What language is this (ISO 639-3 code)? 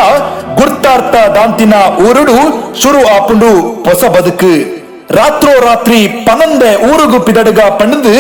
tcy